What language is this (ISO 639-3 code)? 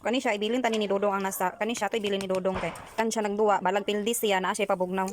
ceb